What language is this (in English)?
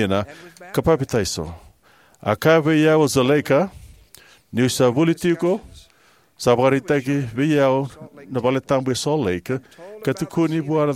Fijian